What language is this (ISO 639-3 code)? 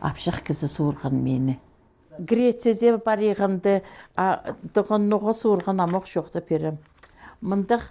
kjh